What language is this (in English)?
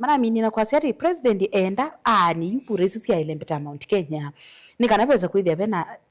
Kamba